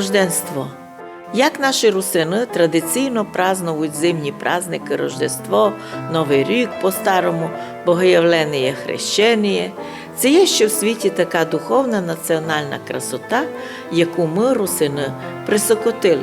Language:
Rusyn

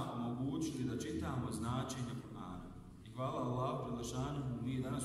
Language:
Bosnian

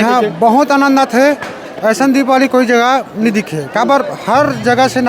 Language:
Chhattisgarhi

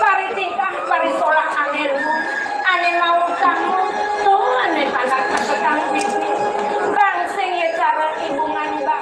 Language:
Balinese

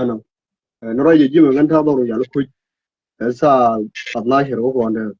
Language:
Nuer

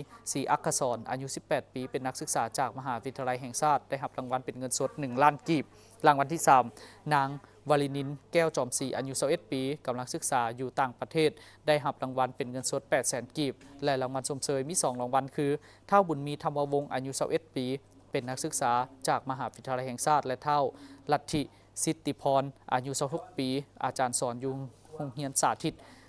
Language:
Lao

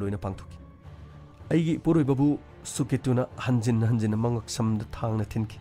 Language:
Manipuri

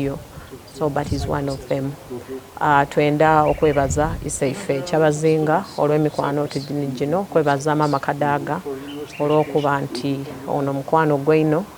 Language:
Soga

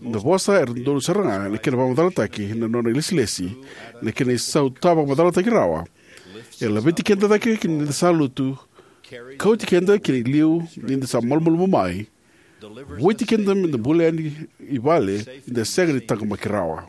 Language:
Fijian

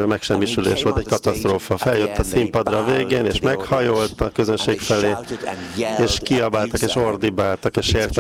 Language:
Hungarian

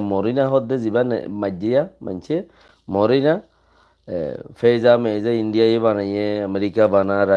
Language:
Rohingya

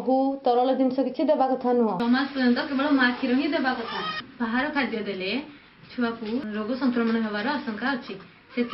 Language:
Odia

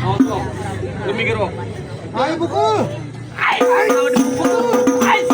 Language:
Betawi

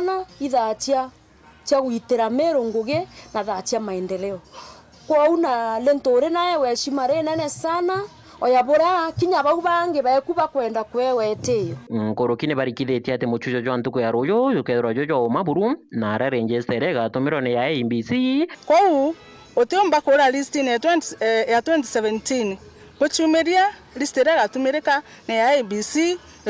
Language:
Meru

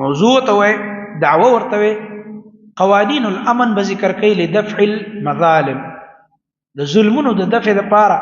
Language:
Pashto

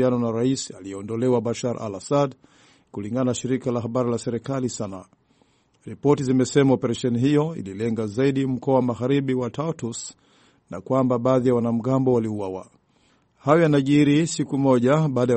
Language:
Swahili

